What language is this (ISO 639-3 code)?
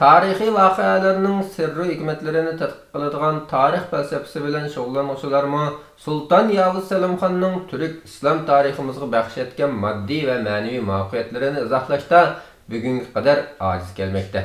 uig